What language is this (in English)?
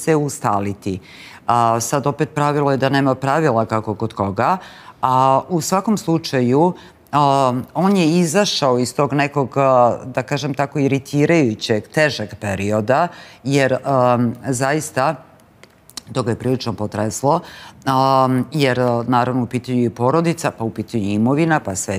Serbian